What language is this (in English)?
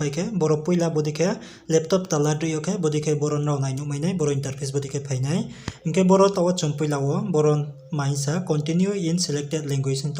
Riang (India)